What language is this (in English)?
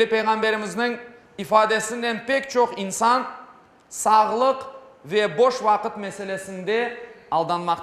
Crimean Tatar